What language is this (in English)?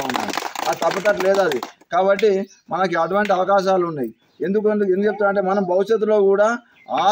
Telugu